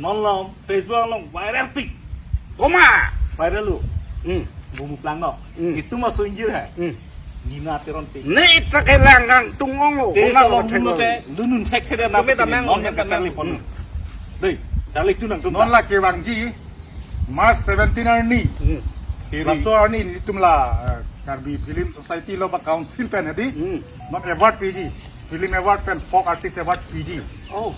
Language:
Karbi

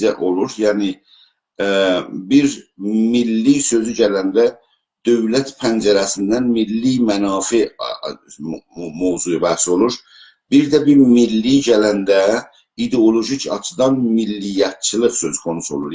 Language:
South Azerbaijani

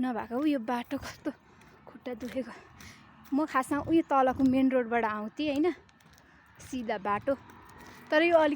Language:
Nepali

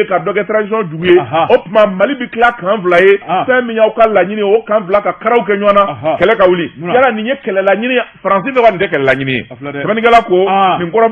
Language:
Bambara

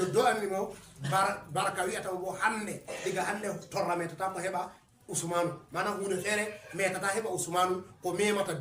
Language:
Fula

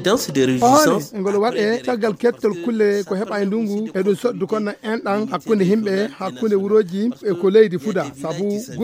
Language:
Fula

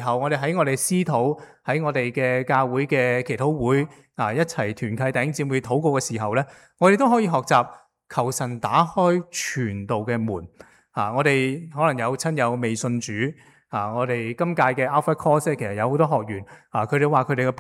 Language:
Cantonese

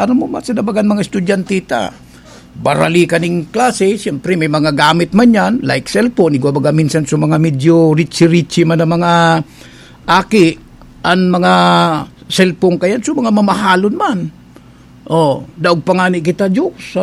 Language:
Bikol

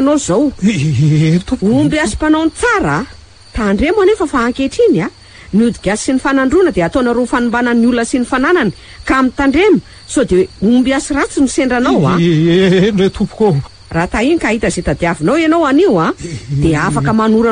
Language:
Malagasy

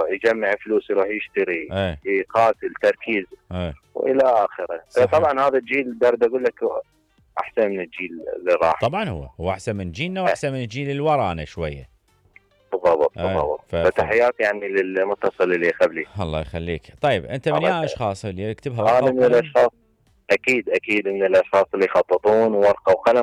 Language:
Mesopotamian Arabic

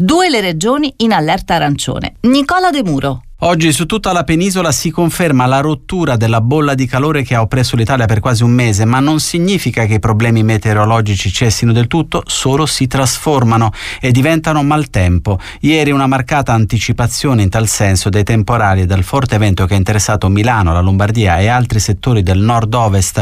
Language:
Italian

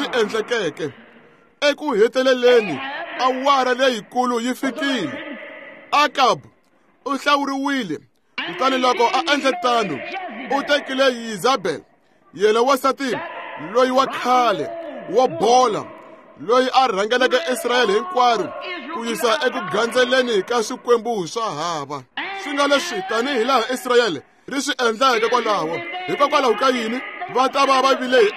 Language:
Tsonga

